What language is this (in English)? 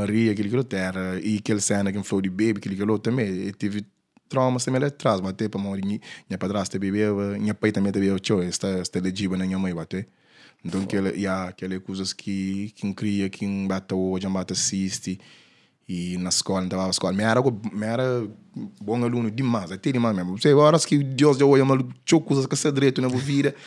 Kabuverdianu